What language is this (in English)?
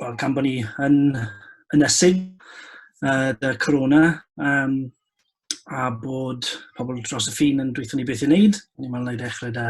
Welsh